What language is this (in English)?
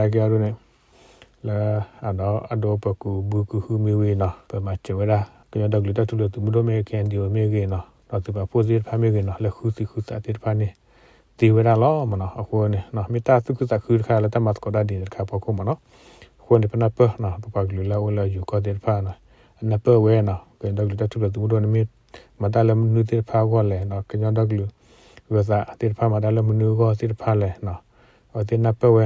S'gaw Karen